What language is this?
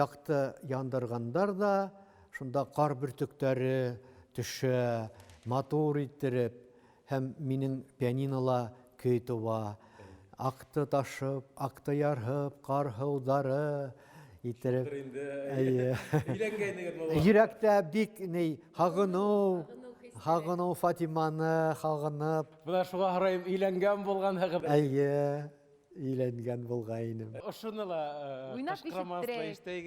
Bashkir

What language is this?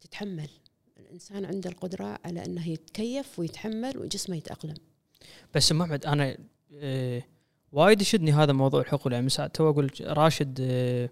Gulf Arabic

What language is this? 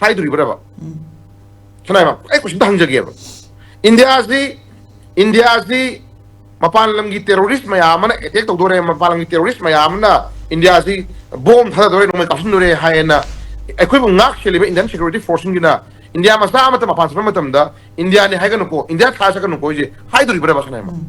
Manipuri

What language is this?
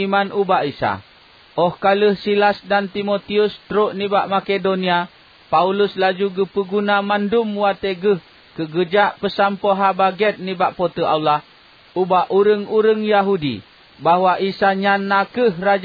Achinese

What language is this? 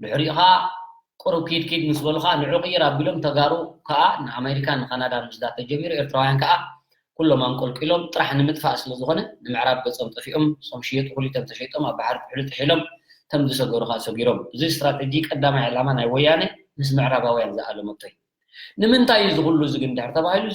Tigrinya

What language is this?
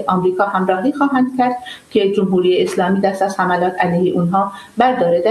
Persian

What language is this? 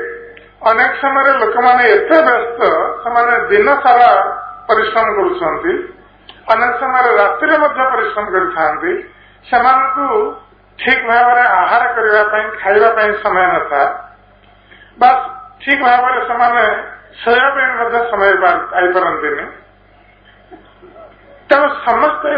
Odia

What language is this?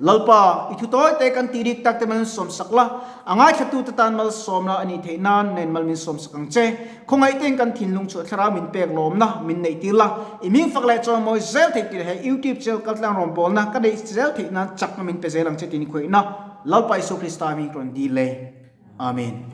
Mizo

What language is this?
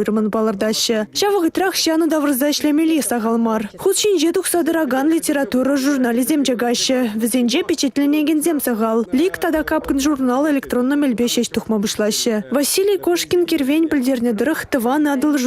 Chuvash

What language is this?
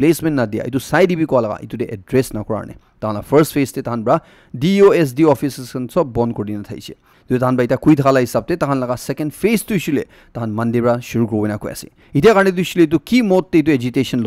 Naga Pidgin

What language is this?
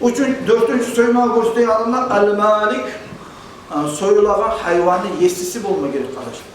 Kumyk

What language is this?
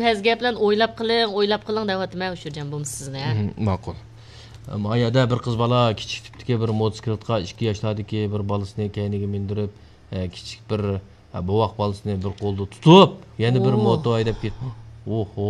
Uyghur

